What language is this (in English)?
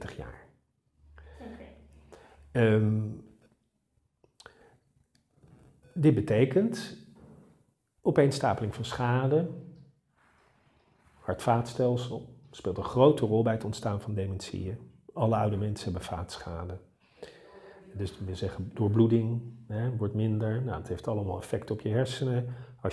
Dutch